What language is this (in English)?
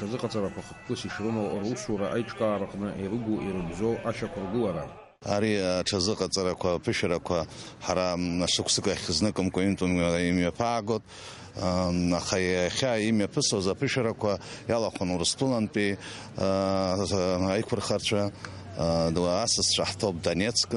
Abkhazian